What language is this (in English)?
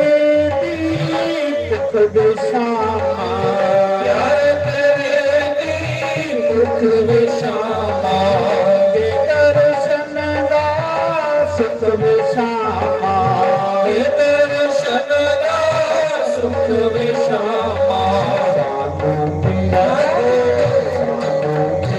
Dogri